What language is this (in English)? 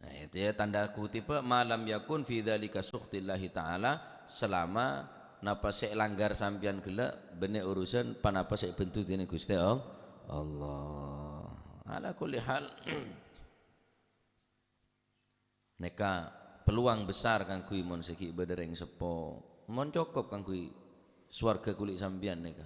Madurese